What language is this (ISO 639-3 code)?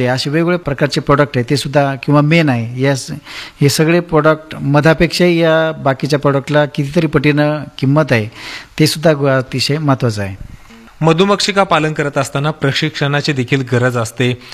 mar